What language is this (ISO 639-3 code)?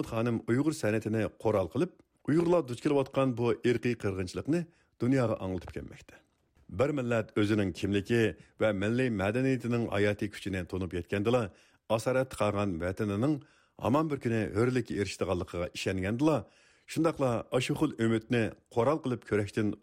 uig